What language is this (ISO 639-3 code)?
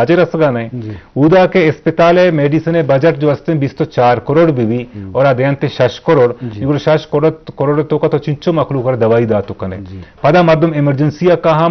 bal